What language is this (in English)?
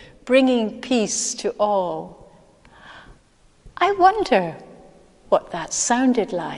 English